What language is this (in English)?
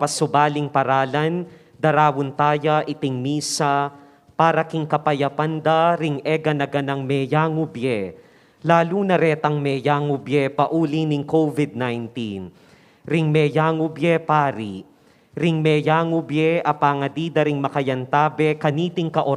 Pampanga